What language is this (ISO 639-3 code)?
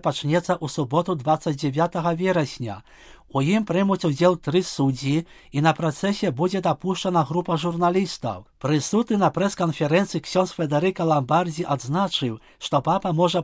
bel